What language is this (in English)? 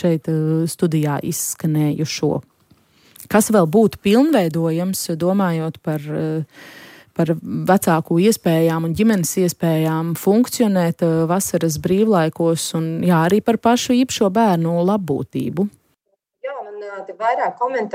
Latvian